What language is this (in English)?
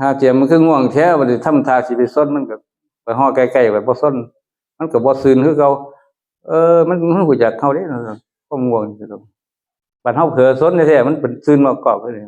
Northeastern Thai